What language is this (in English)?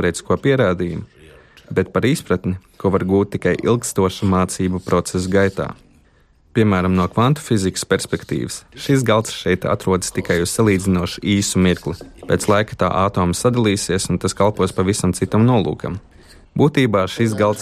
Latvian